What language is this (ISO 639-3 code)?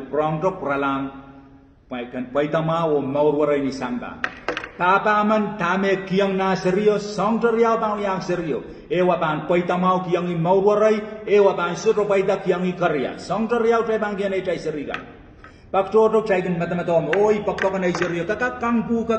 pon